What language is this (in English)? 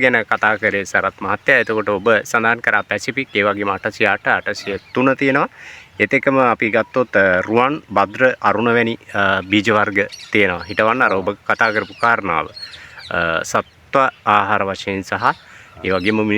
Sinhala